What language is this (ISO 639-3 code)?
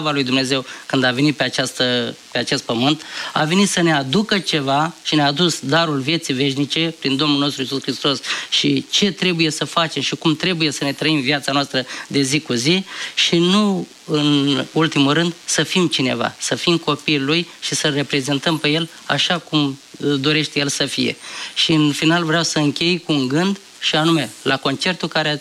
ron